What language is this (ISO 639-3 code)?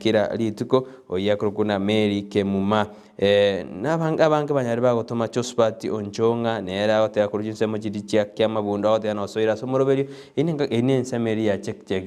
guz